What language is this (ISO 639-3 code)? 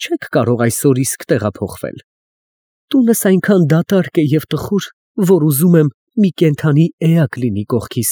hye